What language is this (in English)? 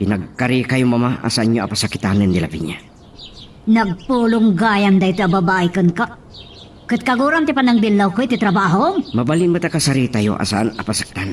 Iloko